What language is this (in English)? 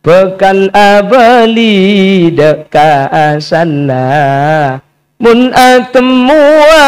Madurese